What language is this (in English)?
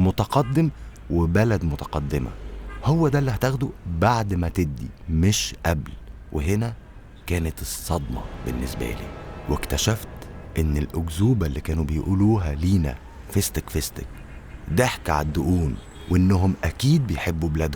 Egyptian Arabic